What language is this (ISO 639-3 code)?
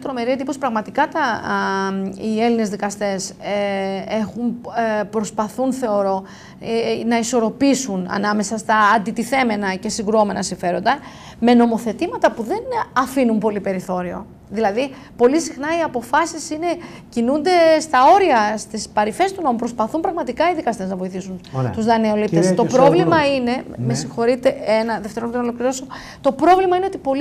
ell